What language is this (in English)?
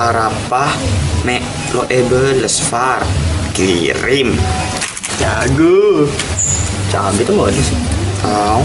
Madurese